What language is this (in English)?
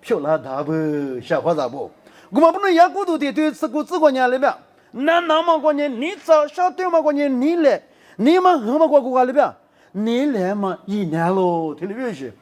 Lisu